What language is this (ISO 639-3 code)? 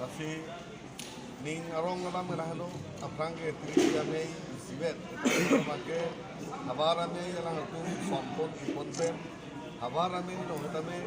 mjw